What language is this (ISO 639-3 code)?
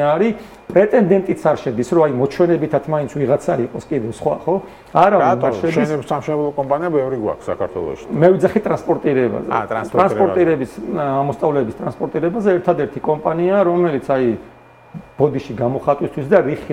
kat